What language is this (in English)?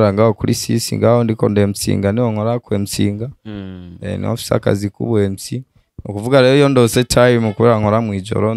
Rundi